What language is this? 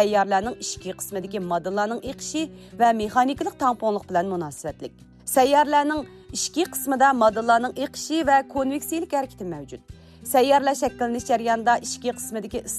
Uyghur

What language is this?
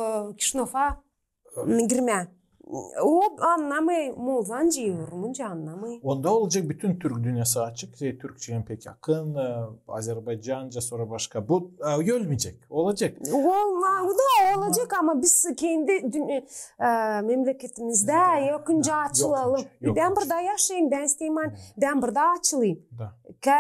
Gagauz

